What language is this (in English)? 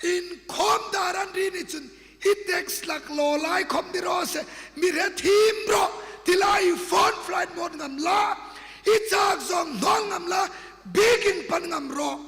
Hmar